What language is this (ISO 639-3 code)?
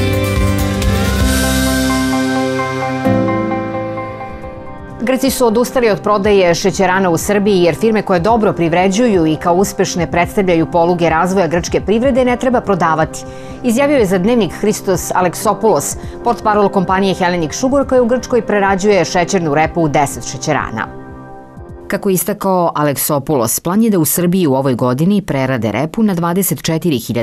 srp